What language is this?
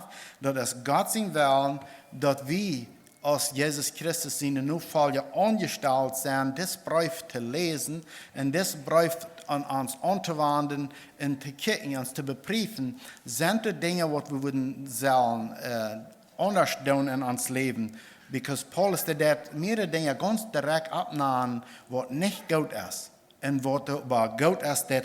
Plautdietsch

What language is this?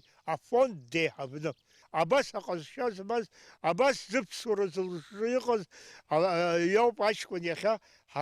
Abkhazian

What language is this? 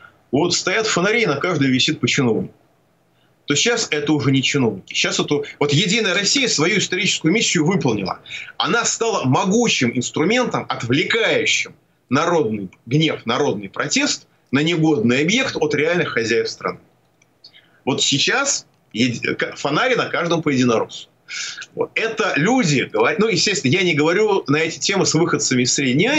Russian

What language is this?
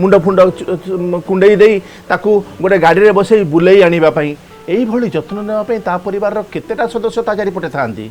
Odia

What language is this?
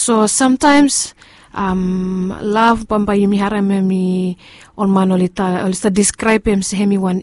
Bislama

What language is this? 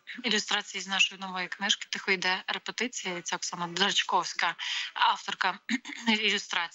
Ukrainian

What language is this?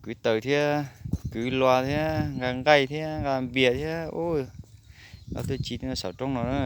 Hmong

